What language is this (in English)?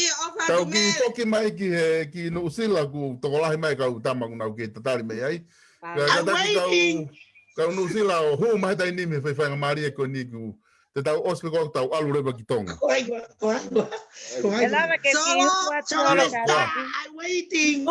Tongan